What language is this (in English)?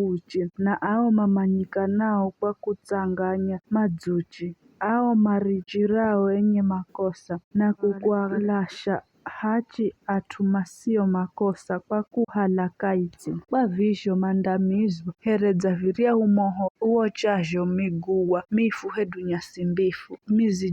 Giryama